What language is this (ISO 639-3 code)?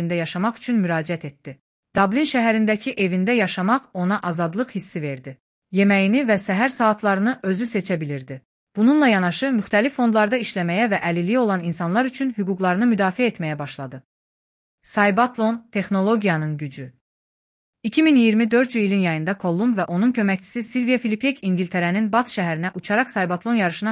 aze